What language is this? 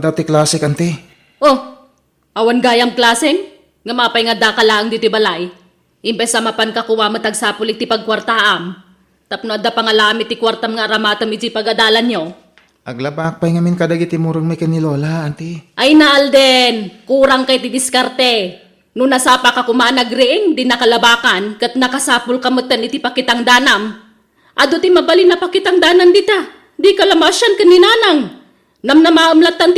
Iloko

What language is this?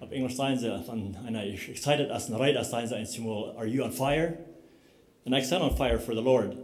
Plautdietsch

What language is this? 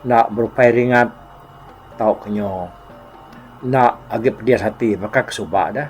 Iban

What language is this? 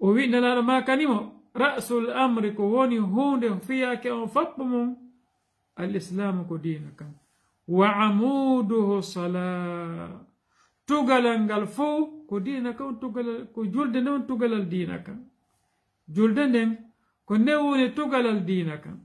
Fula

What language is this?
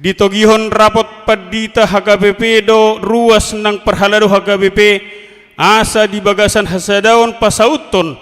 Batak Toba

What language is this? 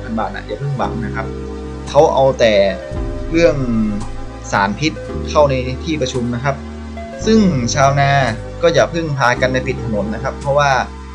Thai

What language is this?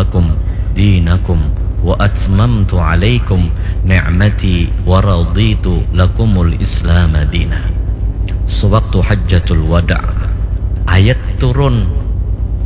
Banjar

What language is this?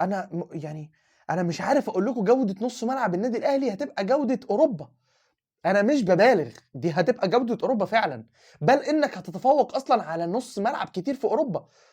Egyptian Arabic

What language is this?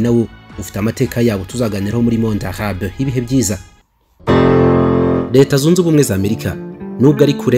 Kinyarwanda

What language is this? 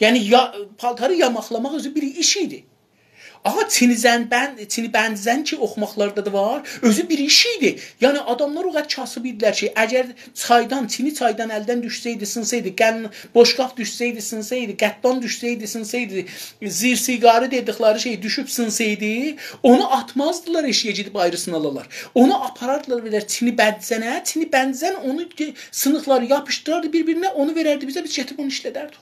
South Azerbaijani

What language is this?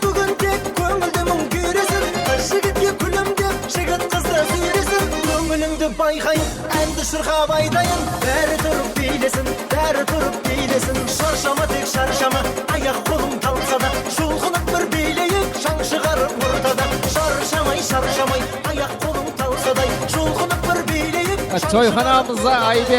Kara-Kalpak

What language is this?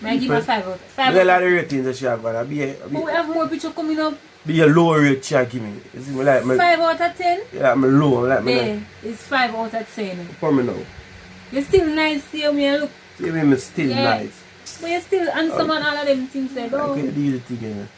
Jamaican Creole English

